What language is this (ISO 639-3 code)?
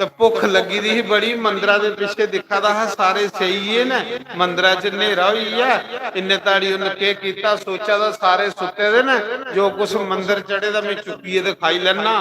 doi